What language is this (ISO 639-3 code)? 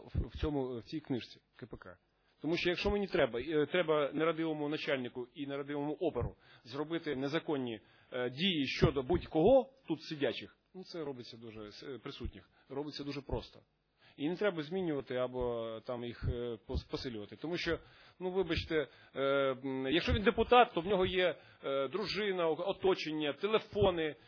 ukr